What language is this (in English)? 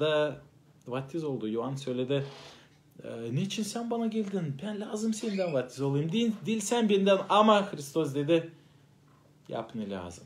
Gagauz